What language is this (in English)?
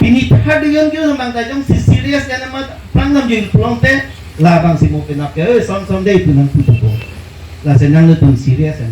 Karbi